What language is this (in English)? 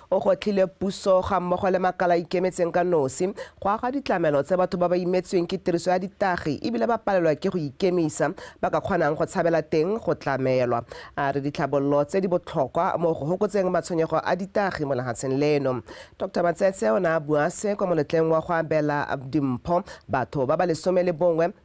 Tswana